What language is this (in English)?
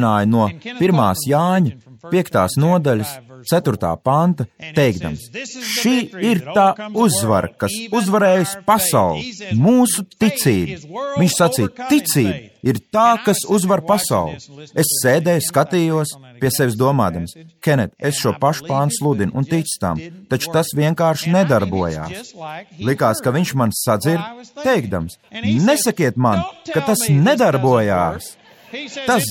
Latvian